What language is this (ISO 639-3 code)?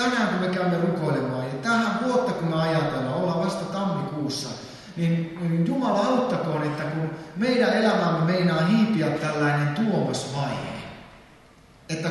fin